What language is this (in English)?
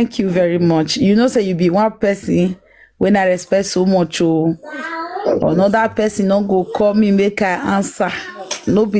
Nigerian Pidgin